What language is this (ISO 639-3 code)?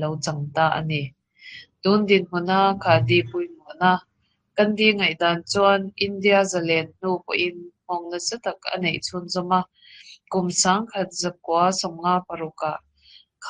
lus